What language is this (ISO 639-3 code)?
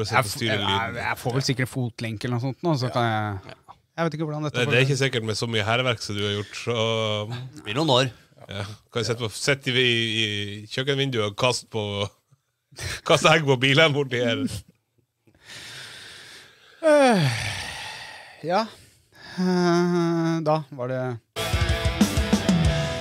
nor